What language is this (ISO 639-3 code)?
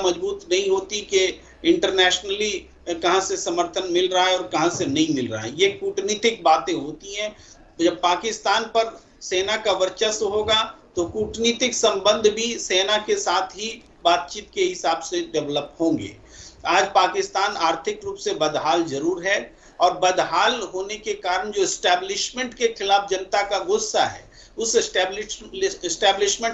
hin